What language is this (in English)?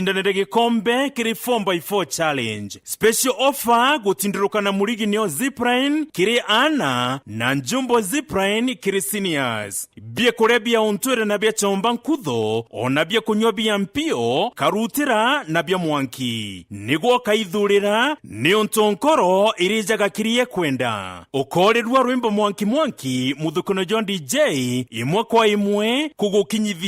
Meru